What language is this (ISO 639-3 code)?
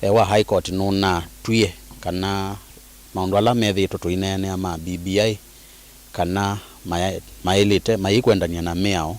kam